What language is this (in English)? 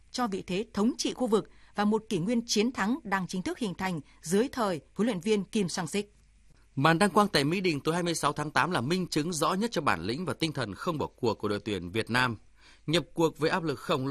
Vietnamese